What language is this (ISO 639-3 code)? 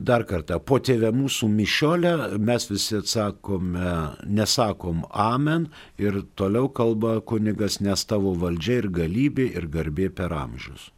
lit